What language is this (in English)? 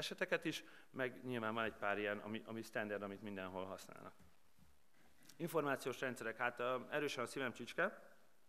Hungarian